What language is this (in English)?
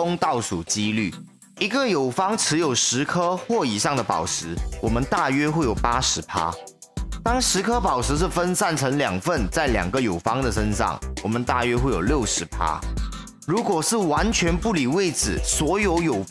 Chinese